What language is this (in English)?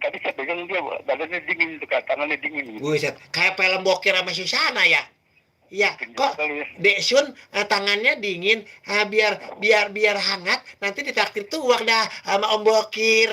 Betawi